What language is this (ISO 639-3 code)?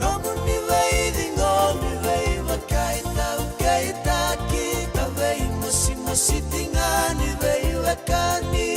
fij